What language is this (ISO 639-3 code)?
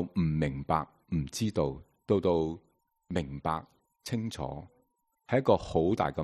yue